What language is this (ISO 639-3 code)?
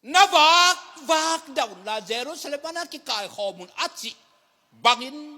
ctd